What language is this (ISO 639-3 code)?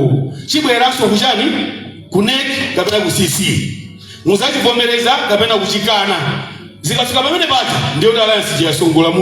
nya